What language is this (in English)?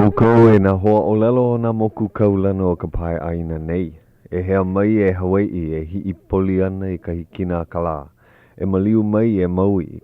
Hawaiian